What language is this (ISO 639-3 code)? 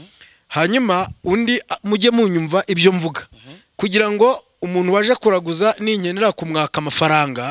kin